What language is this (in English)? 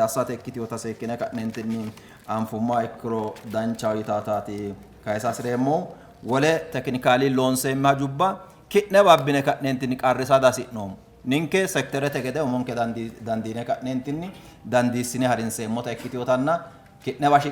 Sidamo